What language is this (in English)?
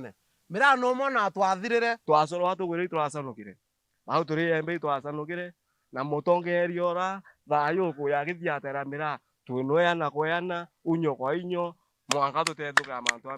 Meru